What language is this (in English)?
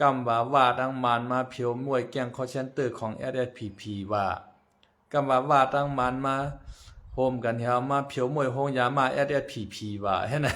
Shan